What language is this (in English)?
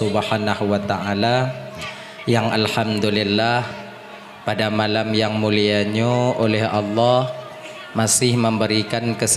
Achinese